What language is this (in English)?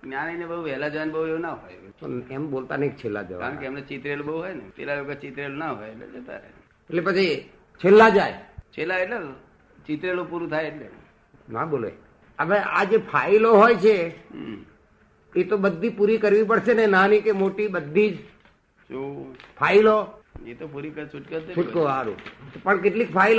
Gujarati